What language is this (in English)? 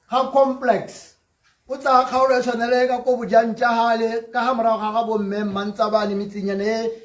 Tswana